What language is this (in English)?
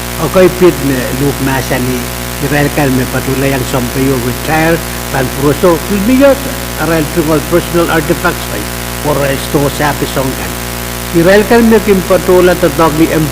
Pohnpeian